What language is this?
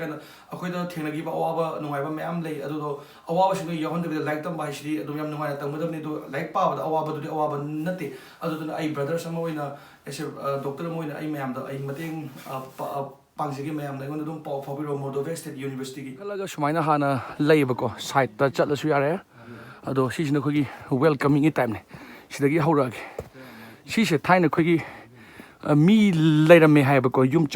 Manipuri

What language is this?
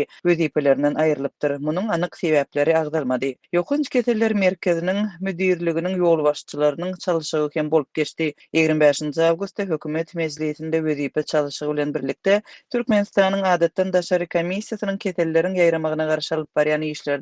Turkmen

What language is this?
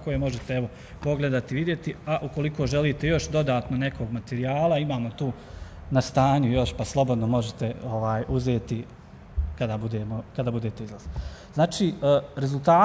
Bosnian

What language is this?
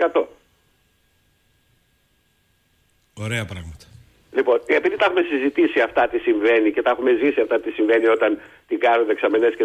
Greek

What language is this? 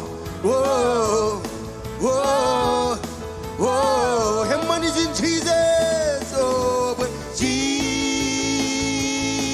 Marshallese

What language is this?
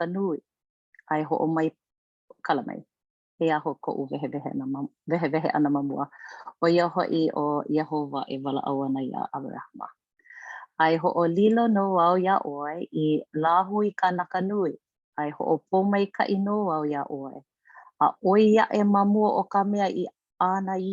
Hawaiian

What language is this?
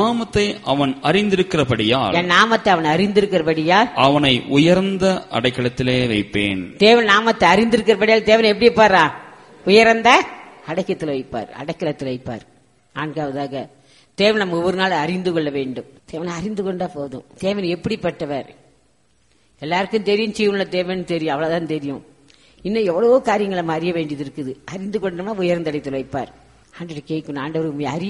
Tamil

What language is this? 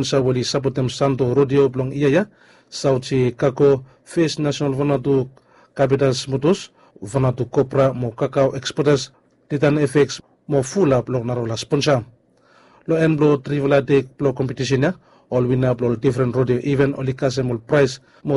Bislama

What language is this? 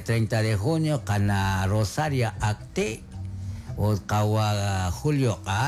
Kekchí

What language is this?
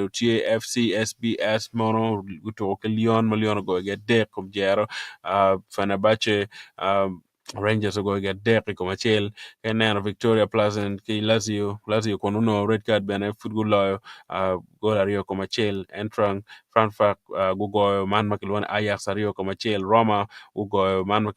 Acoli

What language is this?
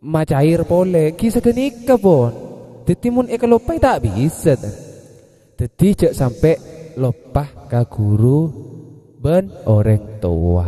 Madurese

